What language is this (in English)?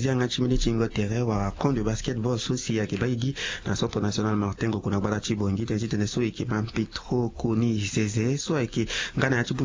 Sango